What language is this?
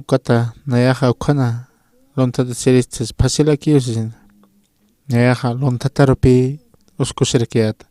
Aymara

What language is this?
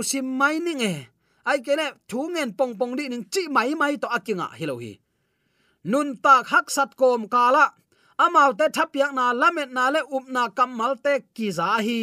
Tedim Chin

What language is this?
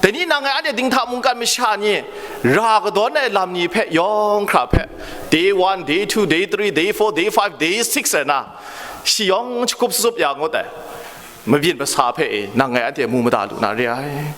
Kachin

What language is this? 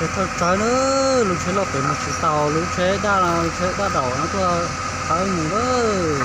Hmong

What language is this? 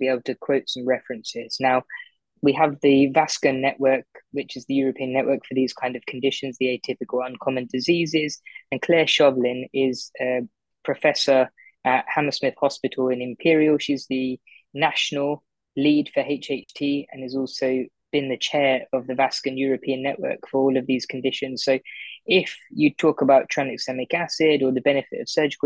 English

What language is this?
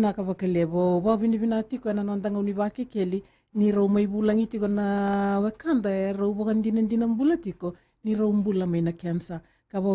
Fijian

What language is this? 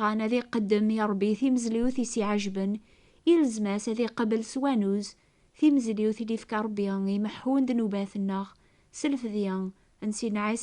Kabyle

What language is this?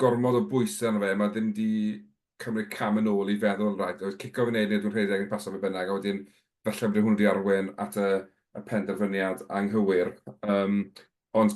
Welsh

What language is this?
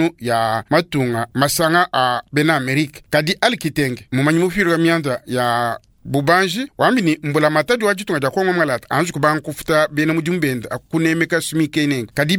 Luba-Lulua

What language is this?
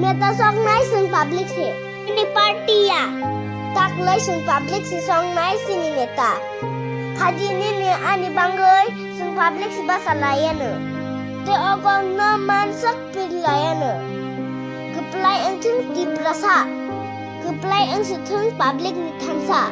Kok Borok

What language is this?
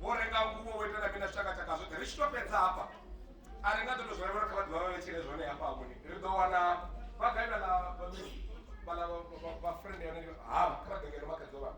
Venda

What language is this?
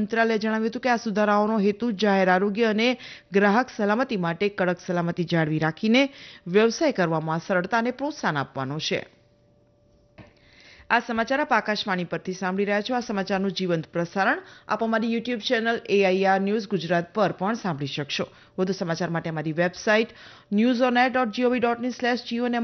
Gujarati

